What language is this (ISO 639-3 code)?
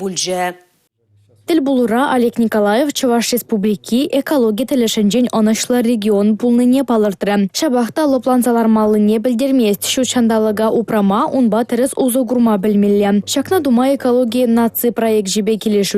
chv